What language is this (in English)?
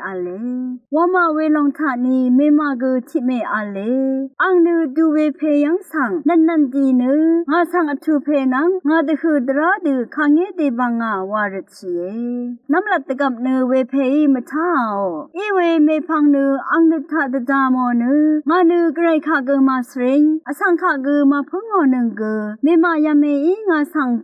Rawang